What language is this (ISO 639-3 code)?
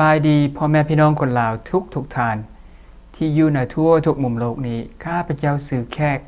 lao